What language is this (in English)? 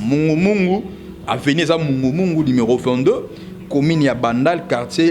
Lingala